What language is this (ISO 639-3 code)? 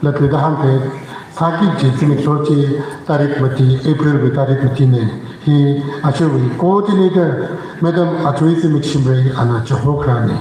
nmf